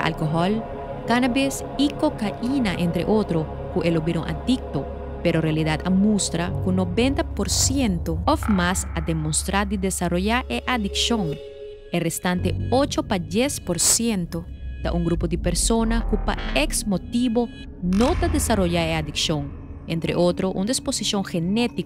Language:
Papiamento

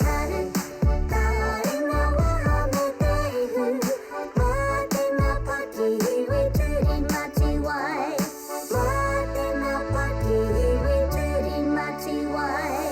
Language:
Māori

